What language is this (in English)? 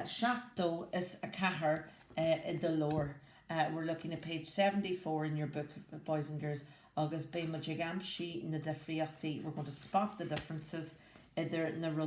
Irish